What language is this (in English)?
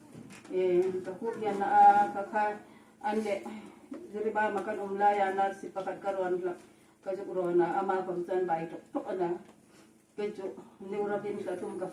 Hmar